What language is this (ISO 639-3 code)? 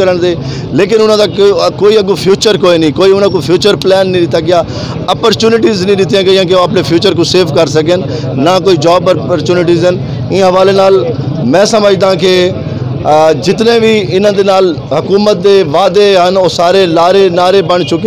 skr